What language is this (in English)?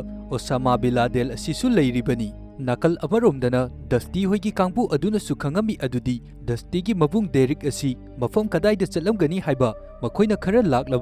Manipuri